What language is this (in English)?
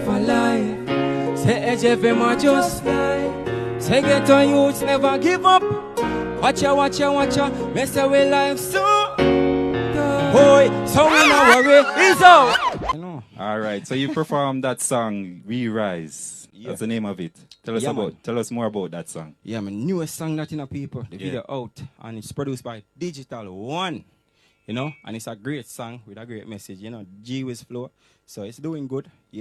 Jamaican Creole English